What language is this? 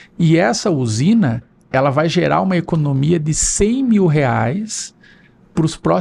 Portuguese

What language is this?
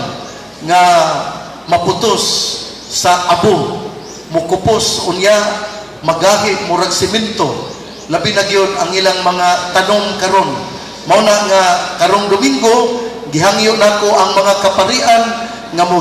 Cebuano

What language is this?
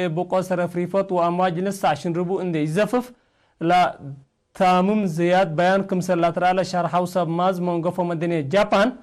Tigre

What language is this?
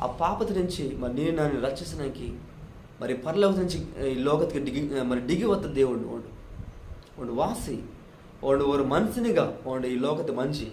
Koya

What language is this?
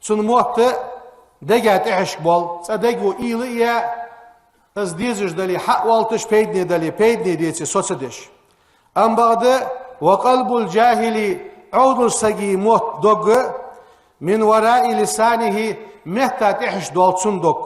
Ingush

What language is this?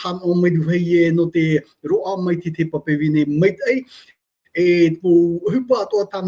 Tahitian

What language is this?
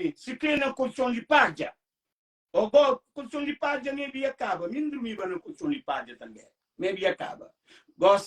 Kabuverdianu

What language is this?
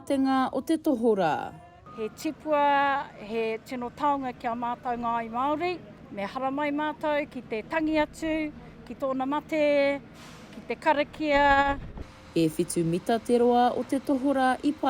Māori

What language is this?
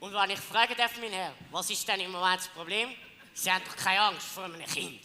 Swiss German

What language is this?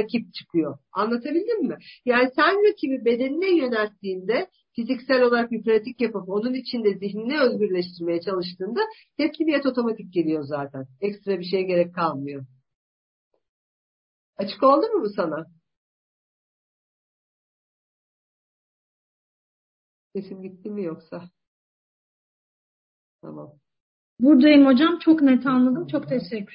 Turkish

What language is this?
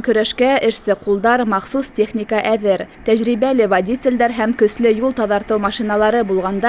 Bashkir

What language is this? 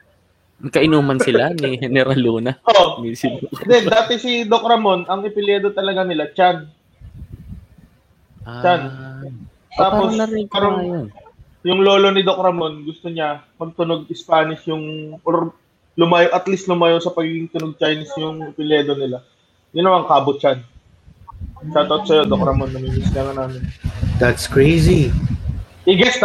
Filipino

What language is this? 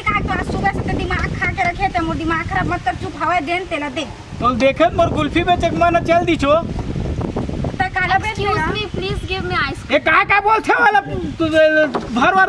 Chhattisgarhi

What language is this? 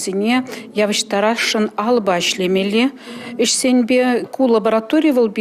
Chuvash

